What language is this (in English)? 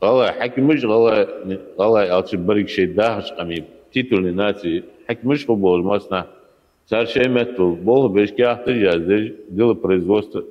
Ingush